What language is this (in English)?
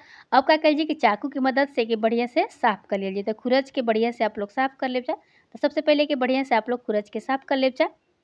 Bhojpuri